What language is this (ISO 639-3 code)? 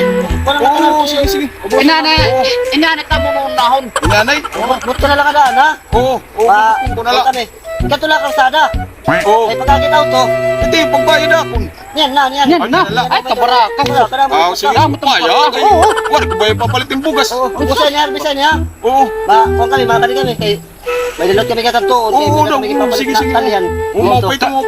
war